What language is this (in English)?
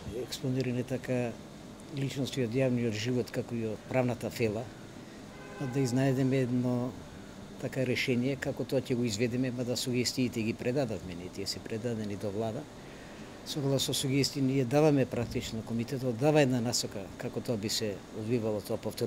Macedonian